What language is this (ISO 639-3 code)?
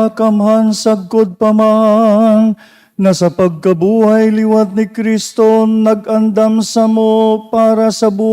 bik